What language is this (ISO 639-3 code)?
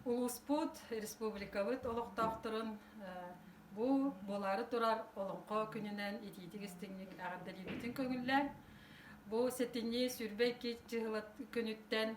sah